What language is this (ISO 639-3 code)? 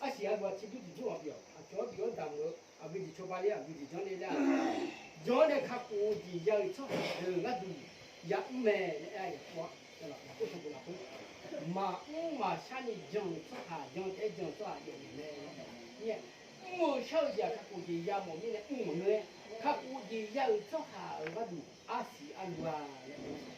ahk